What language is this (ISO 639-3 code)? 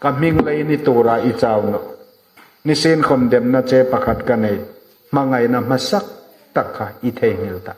hmr